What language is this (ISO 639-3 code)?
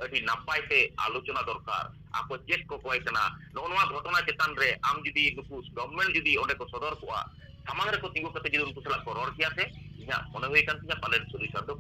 sat